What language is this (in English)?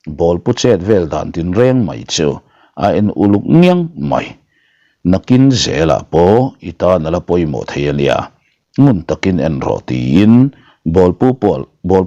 Mizo